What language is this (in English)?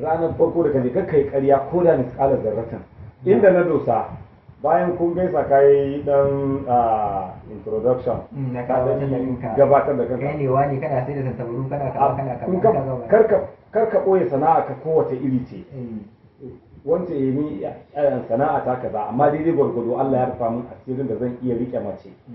Hausa